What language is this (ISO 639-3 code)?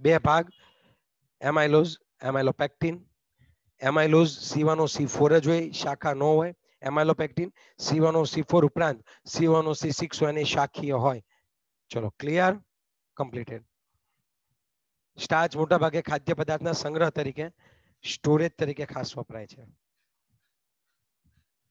guj